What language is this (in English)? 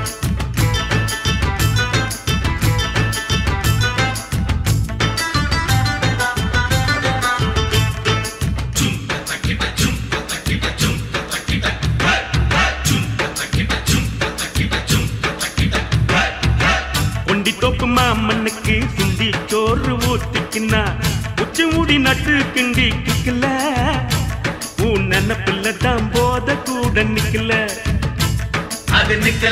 Tamil